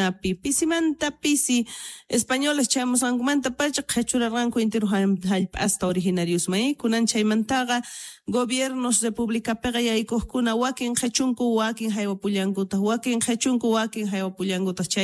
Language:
South Bolivian Quechua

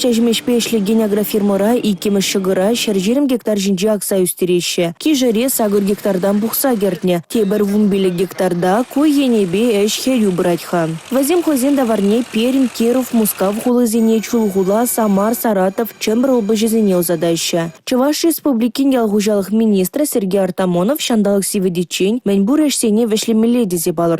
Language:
Chuvash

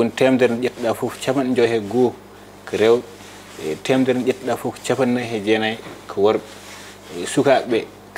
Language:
Fula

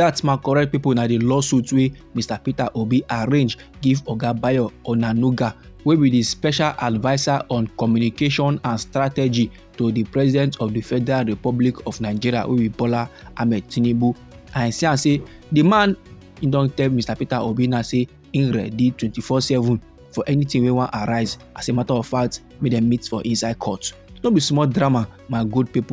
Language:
Nigerian Pidgin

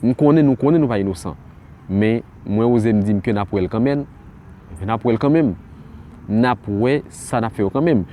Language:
Haitian Creole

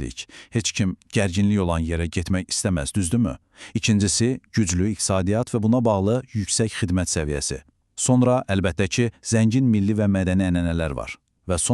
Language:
Azerbaijani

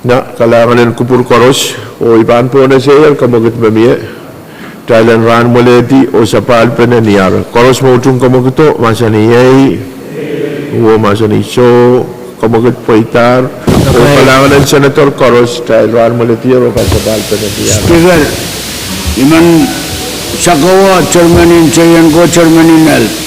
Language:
Pohnpeian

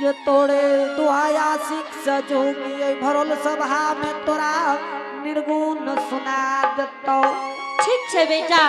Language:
Angika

